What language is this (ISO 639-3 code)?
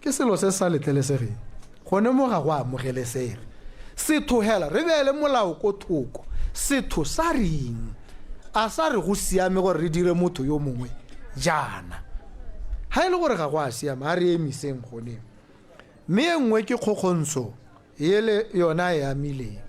tsn